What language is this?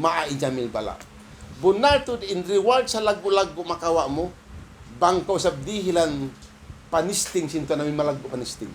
Tausug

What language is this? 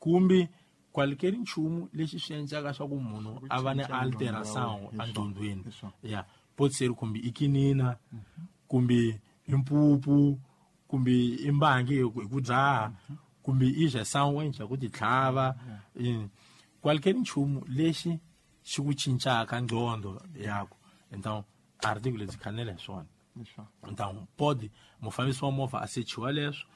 Tsonga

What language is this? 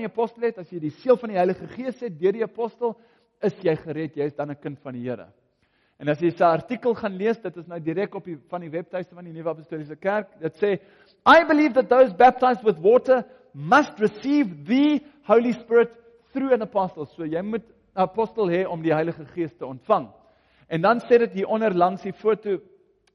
Afrikaans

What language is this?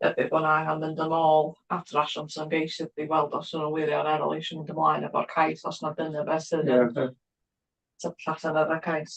Welsh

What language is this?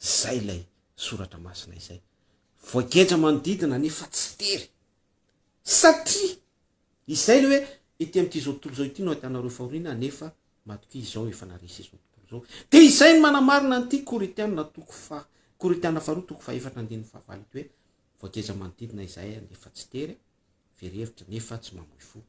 Malagasy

